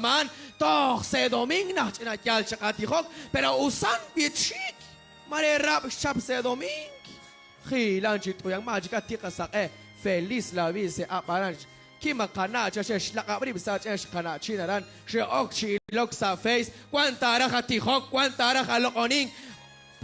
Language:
Kekchí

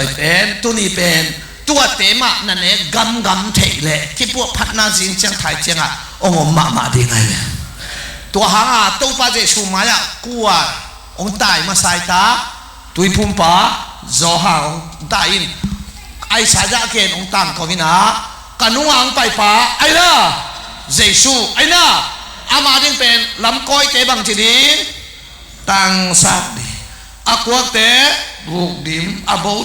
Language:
Tedim Chin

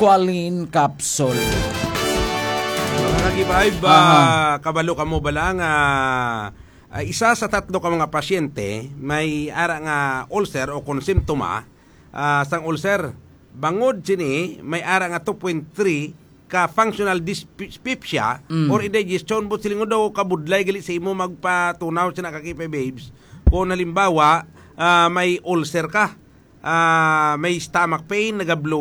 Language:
Hiligaynon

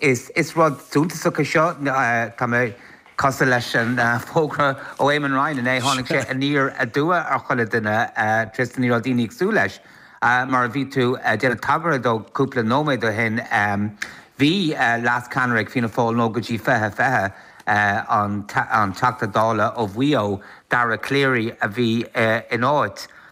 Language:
Irish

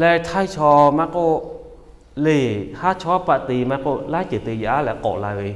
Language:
Lahu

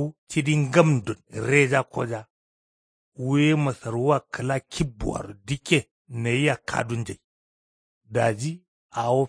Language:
Kanuri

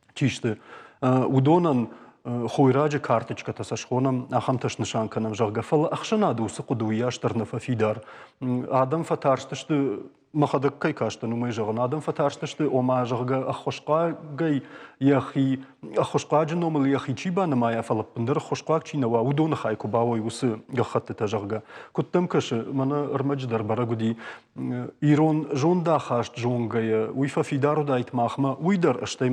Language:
Ossetic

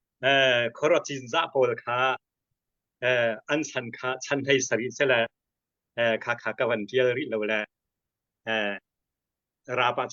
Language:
Hakha Chin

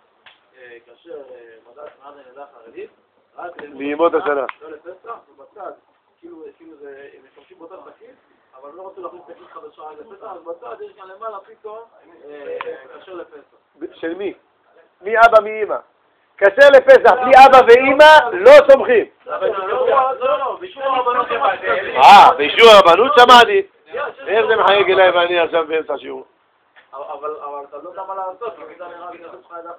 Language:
Hebrew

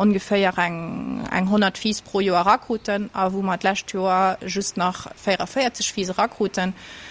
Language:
Luxembourgish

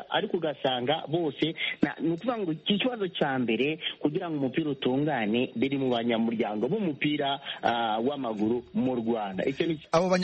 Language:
Kinyarwanda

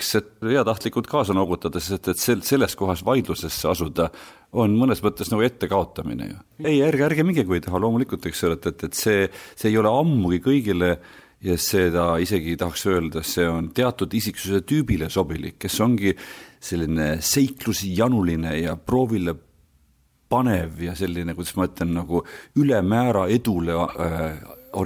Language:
Estonian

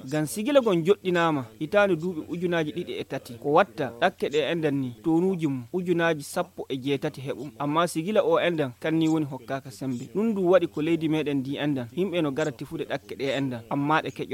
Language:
Fula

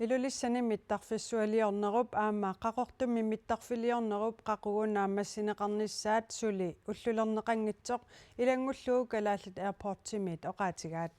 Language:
Kalaallisut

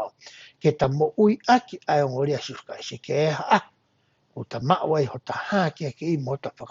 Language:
Tongan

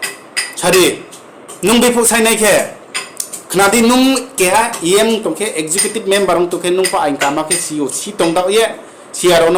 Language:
Riang (India)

